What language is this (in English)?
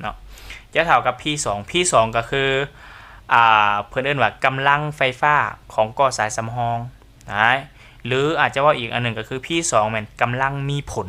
Lao